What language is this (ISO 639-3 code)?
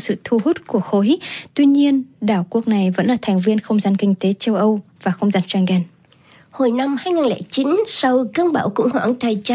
vie